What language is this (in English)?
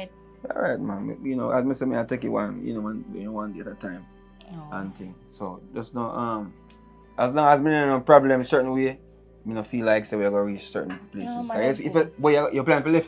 Jamaican Creole English